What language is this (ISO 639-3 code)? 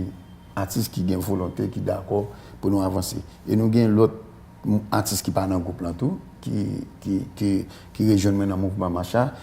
hat